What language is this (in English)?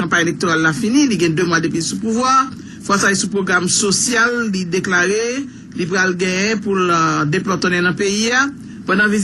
Haitian Creole